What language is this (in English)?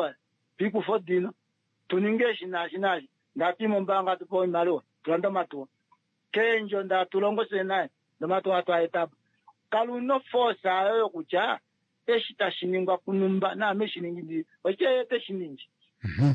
Kuanyama